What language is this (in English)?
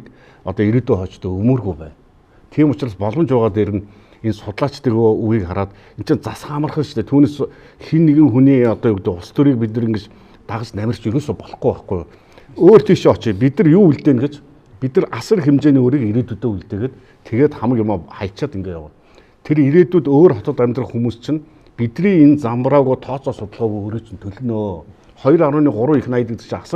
Mongolian